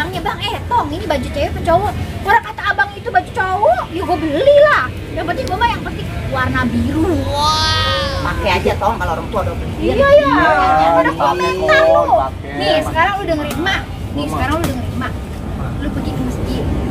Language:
Betawi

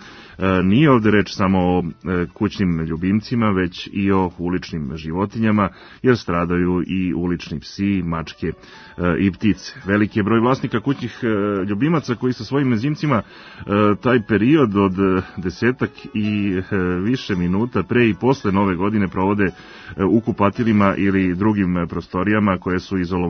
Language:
Serbian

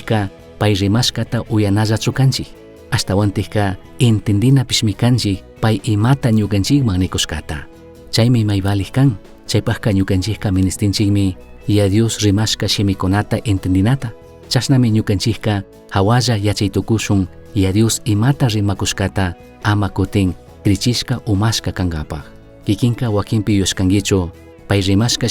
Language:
Chimborazo Highland Quichua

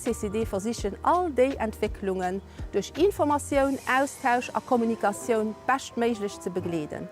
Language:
Luxembourgish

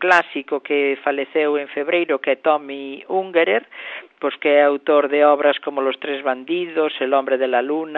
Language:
Galician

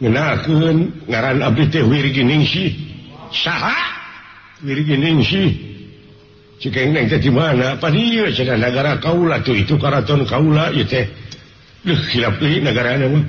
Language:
Sundanese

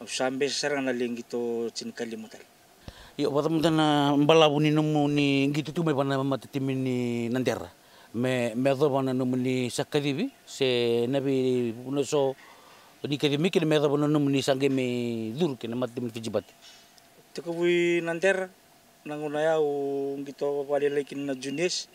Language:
Fijian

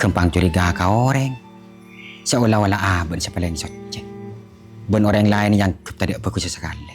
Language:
Madurese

